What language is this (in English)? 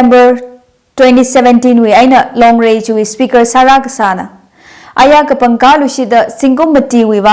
Tangkhul Naga (India)